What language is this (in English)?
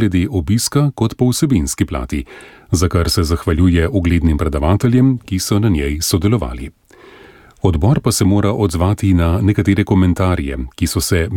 Slovenian